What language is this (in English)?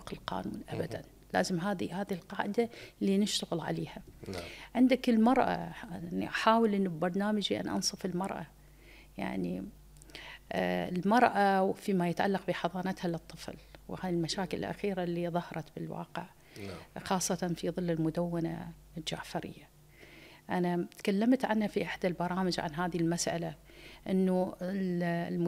Mesopotamian Arabic